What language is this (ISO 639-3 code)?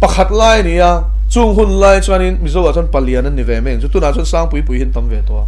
lus